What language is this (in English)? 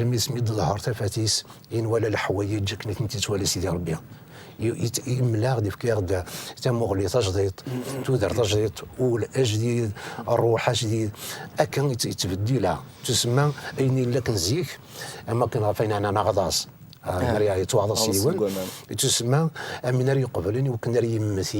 Kabyle